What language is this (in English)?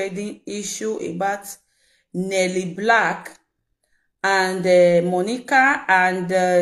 Nigerian Pidgin